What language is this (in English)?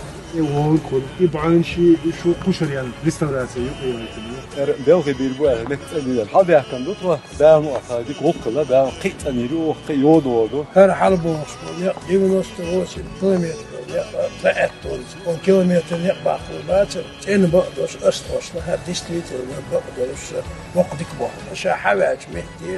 Chechen